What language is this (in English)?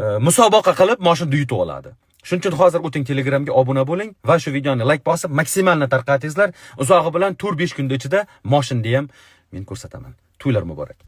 Uzbek